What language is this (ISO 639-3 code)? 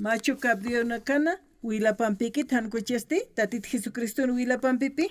aym